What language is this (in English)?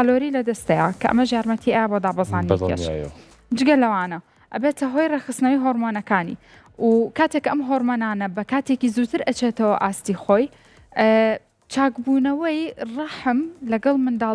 Central Kurdish